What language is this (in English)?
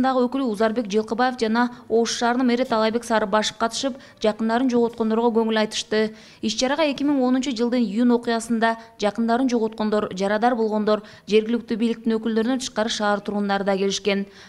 Kyrgyz